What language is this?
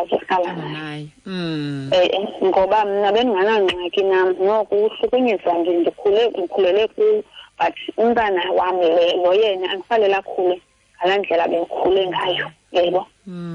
Xhosa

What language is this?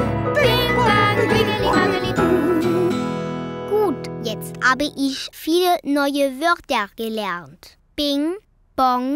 German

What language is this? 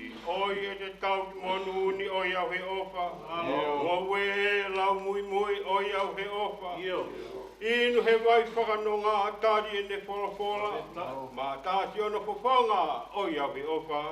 Tongan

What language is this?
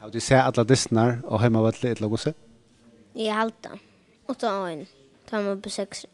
Faroese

